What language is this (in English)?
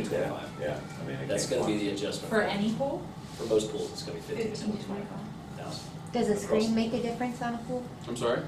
English